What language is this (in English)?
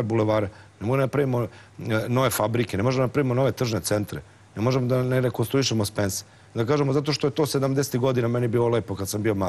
Serbian